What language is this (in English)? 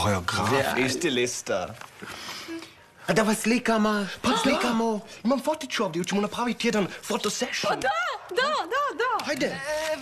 Croatian